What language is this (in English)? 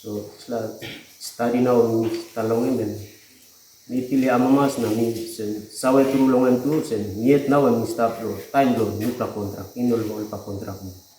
Tok Pisin